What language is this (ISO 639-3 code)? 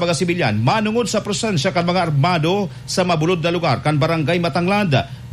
bik